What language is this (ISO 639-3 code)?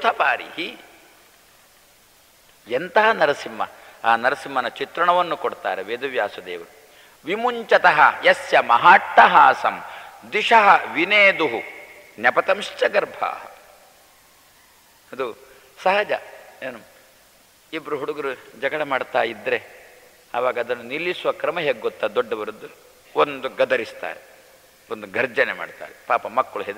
kan